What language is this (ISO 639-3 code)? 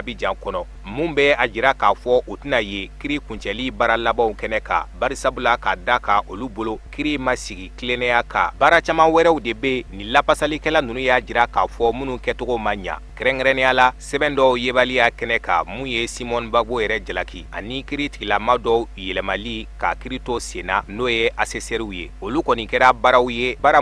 bam